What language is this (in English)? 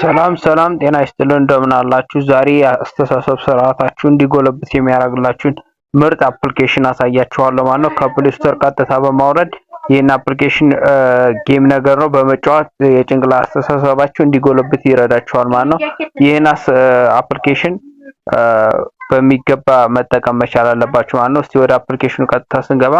Amharic